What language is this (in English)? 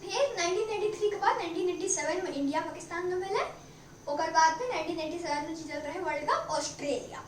Maithili